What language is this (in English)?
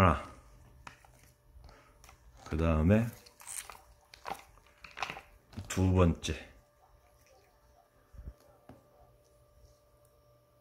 Korean